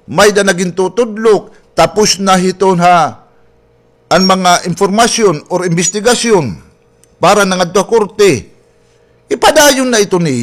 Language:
Waray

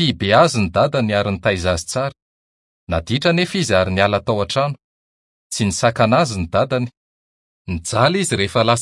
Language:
Malagasy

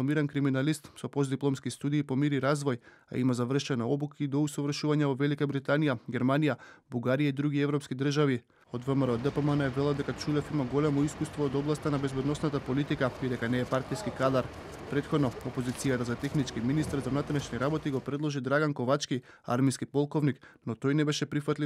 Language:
Macedonian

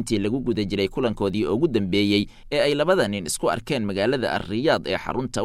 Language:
Somali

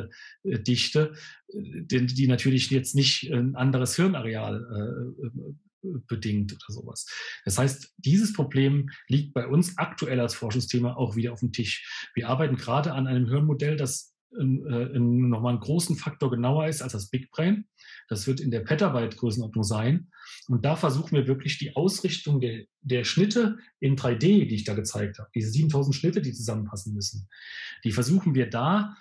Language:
German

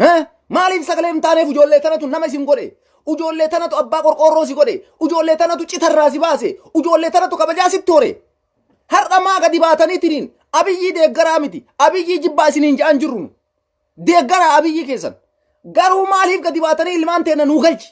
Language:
Oromo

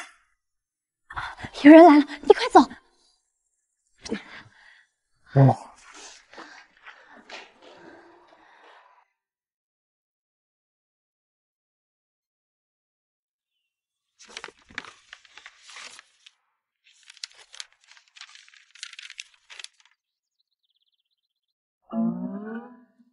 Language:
Chinese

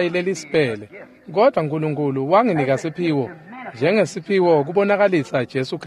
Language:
Swati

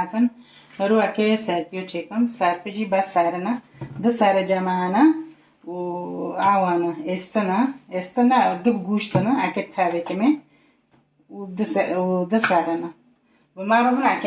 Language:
Kurdish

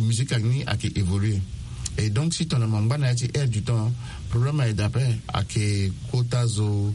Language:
Sango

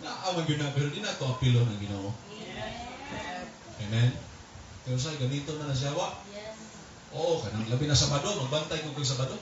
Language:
Cebuano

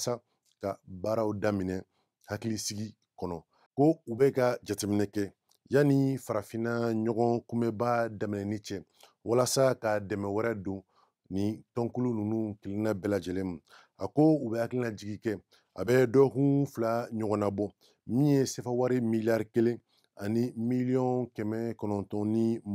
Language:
Bambara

